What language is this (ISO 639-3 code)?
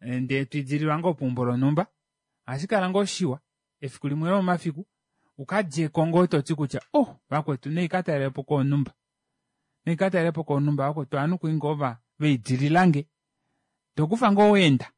kua